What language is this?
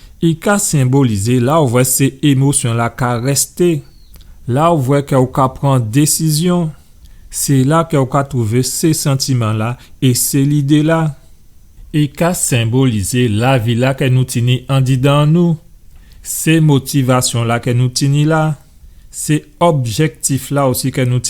Guadeloupean Creole French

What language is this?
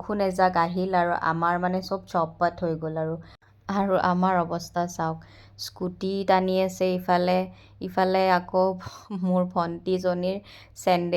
Assamese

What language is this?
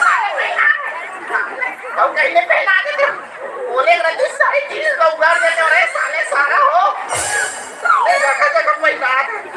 Chhattisgarhi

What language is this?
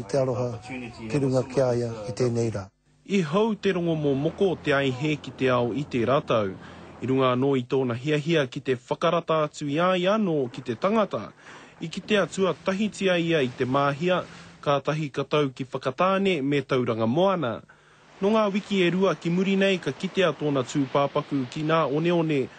Māori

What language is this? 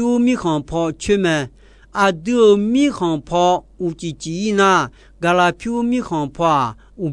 Akha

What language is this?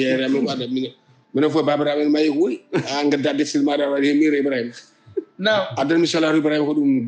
Fula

